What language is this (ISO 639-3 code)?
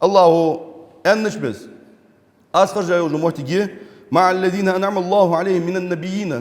inh